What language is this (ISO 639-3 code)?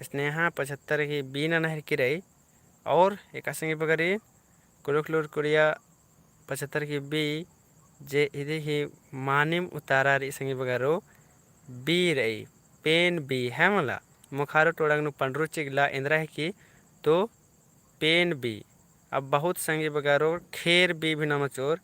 kru